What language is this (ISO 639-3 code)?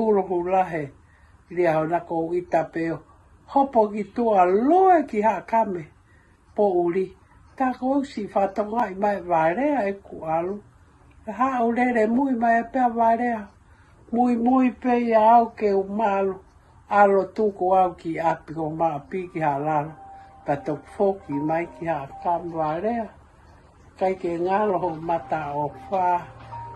ton